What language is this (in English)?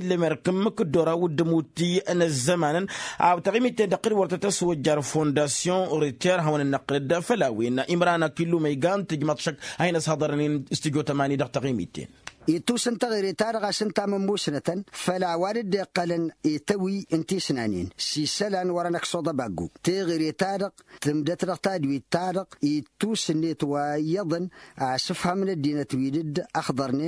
Tamasheq